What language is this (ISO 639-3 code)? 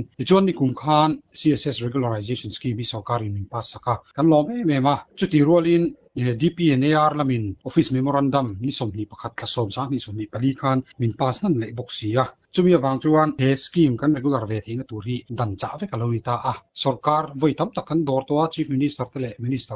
lus